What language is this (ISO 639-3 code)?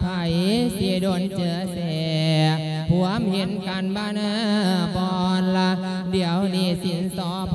lao